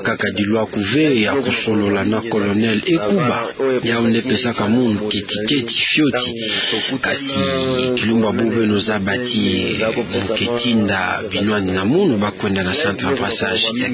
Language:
Kituba (Democratic Republic of Congo)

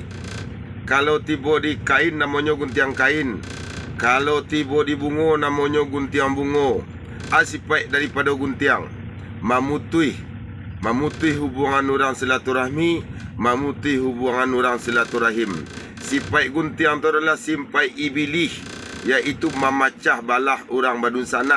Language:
Minangkabau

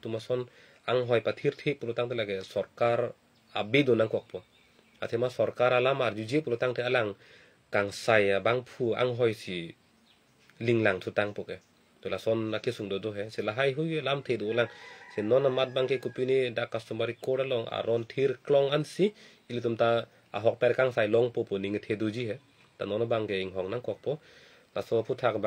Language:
Karbi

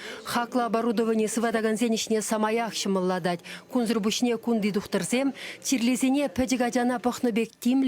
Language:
Chuvash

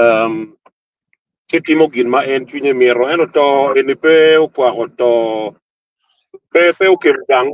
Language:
Acoli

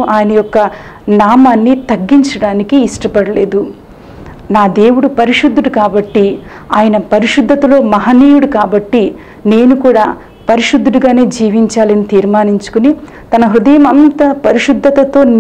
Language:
Telugu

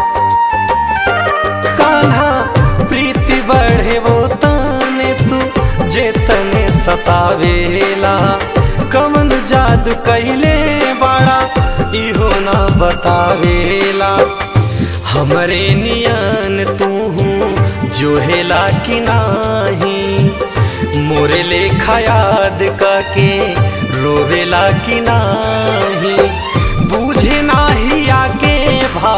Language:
Bhojpuri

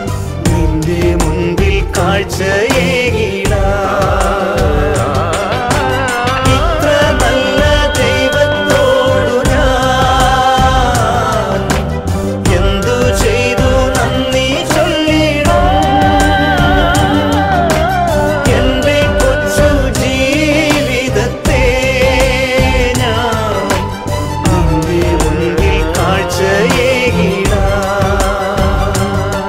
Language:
Malayalam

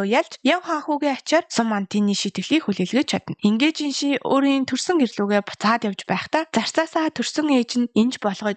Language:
Mongolian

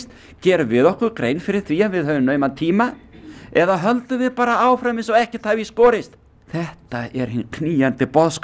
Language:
Icelandic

